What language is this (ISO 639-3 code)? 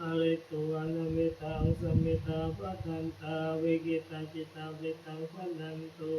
pli